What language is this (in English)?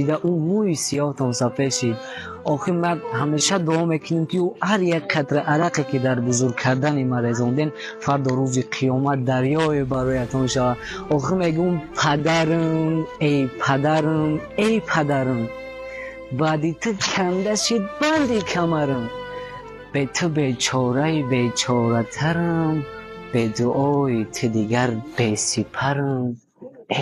Tajik